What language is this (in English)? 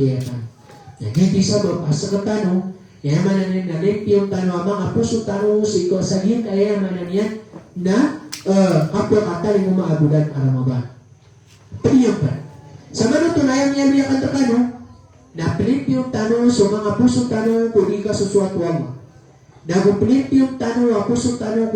Maranao